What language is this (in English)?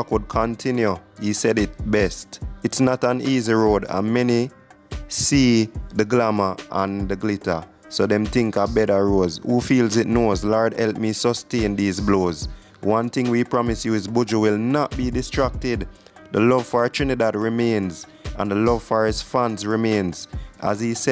Jamaican Creole English